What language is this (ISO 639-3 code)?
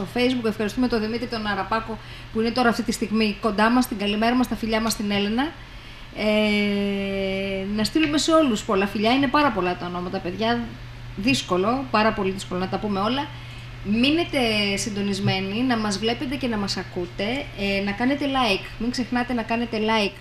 ell